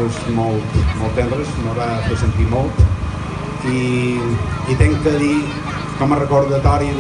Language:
Catalan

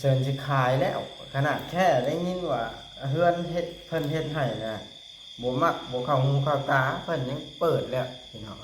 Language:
Lao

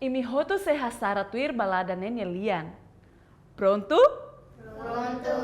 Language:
Tetum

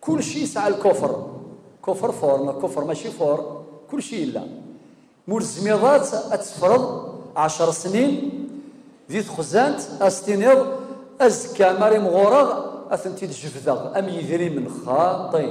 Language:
Kabyle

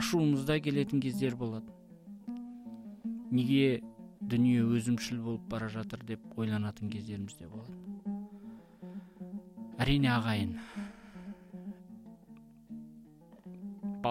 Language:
Kazakh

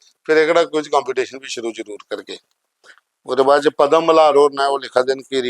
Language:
Dogri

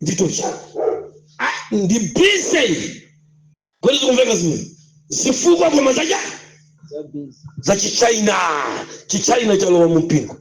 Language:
Nyanja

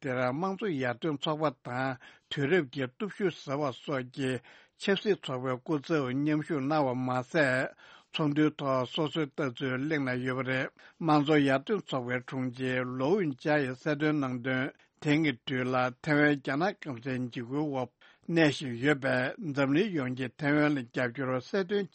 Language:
Tibetan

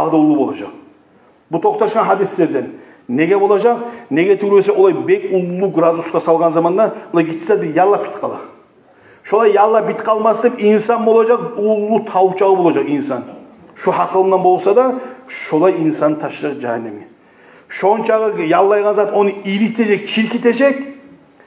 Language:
Kumyk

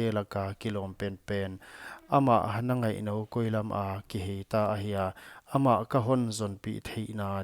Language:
Paite Chin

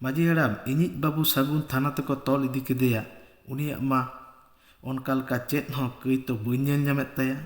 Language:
Santali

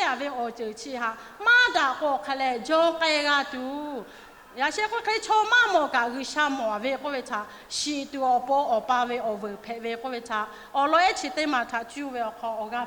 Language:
Lahu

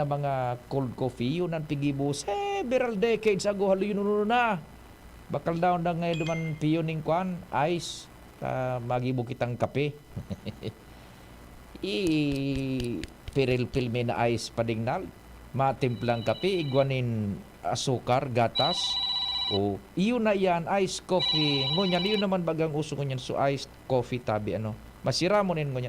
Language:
Bikol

